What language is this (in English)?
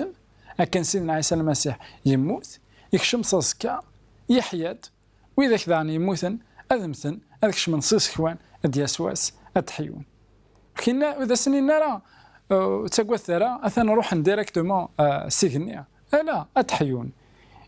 Kabyle